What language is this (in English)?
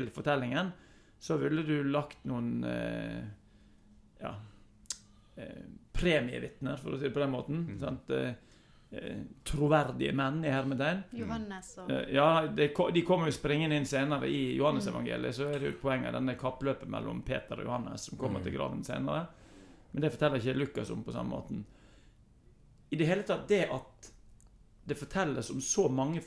Norwegian